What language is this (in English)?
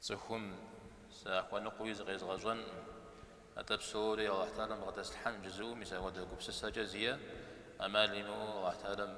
Kabardian